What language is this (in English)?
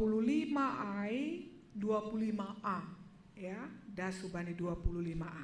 Batak Simalungun